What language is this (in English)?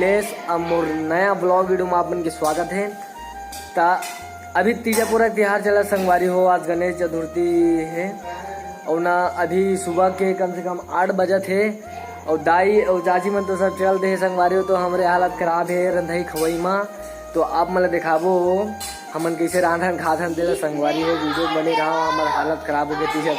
Chhattisgarhi